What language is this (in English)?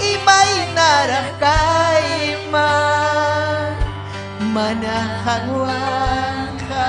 Ayacucho Quechua